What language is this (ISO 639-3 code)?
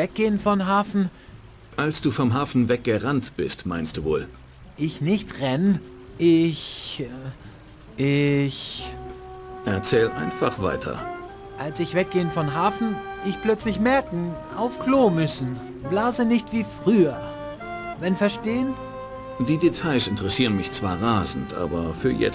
bar